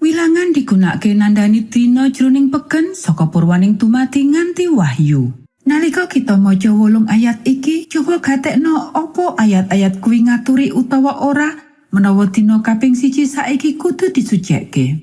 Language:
Javanese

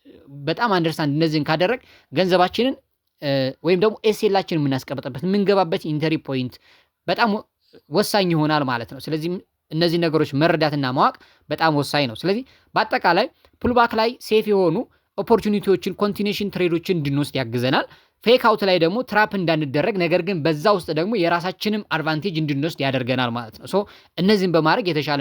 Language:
Amharic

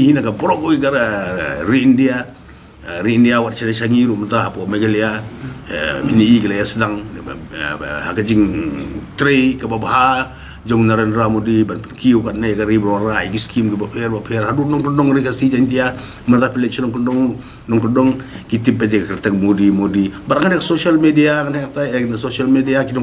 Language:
Khasi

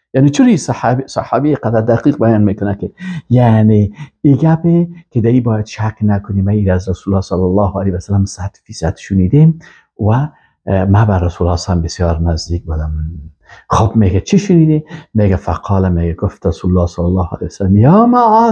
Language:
Persian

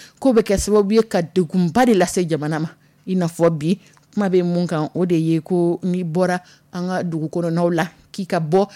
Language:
Dyula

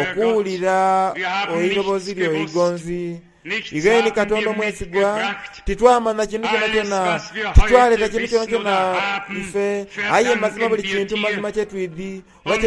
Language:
Soga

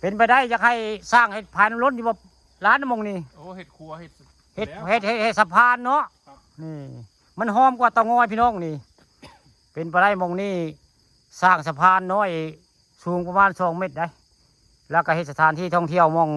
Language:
Northeastern Thai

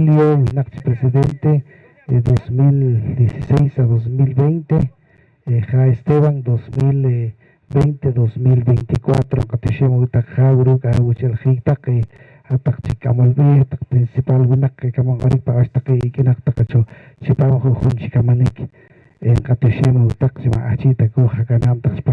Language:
Poqomchi'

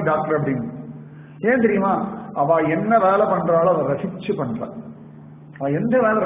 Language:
Tamil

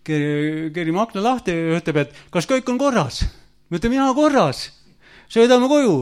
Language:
Estonian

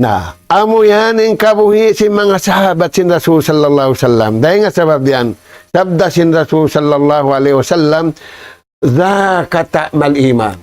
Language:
Tausug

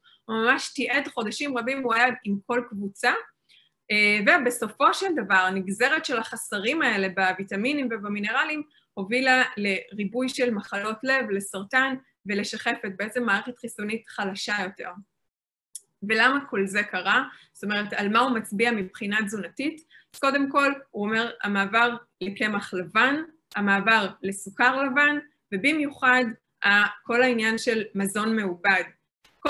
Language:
Hebrew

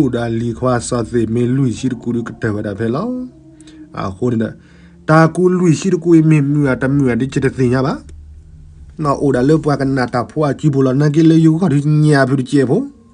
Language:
S'gaw Karen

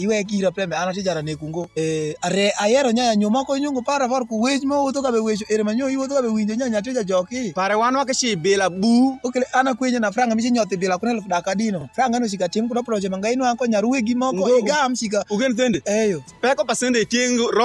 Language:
Alur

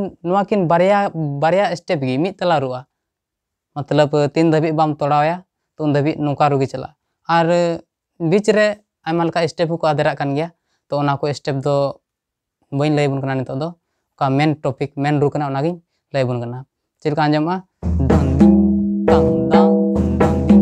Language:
Santali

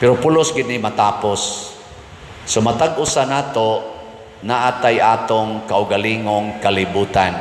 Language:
Cebuano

